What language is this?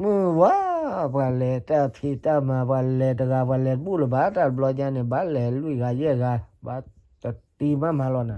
S'gaw Karen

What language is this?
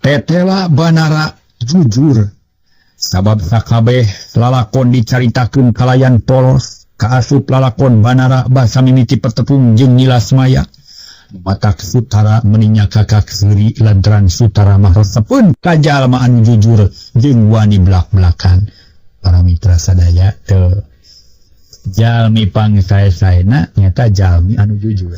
Sundanese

